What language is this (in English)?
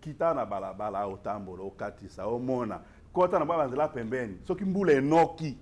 Lingala